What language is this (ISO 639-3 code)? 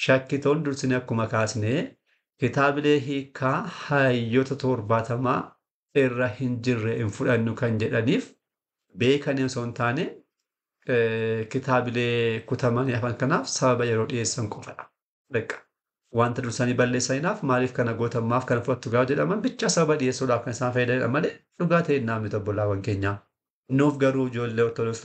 orm